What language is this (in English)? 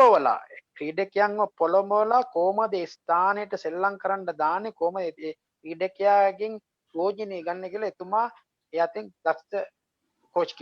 Sinhala